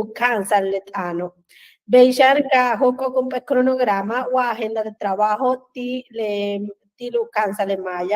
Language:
Yucateco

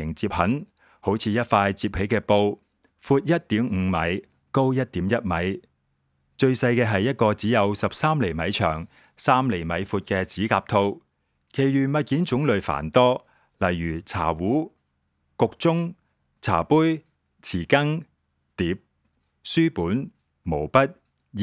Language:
Cantonese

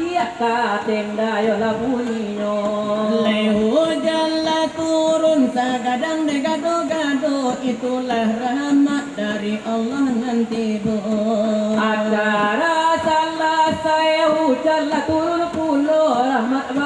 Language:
Minangkabau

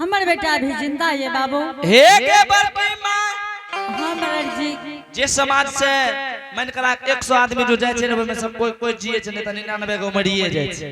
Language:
Angika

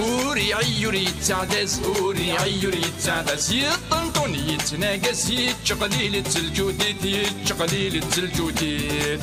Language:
Kabyle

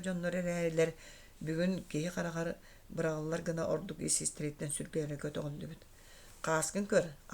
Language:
Yakut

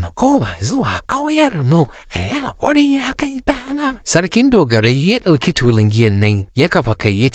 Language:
Hausa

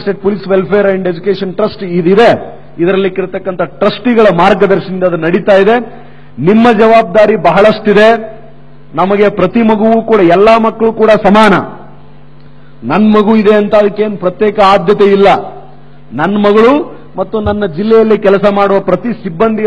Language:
Kannada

